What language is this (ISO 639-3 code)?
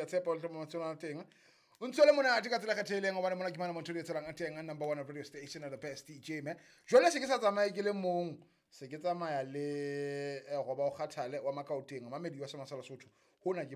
sot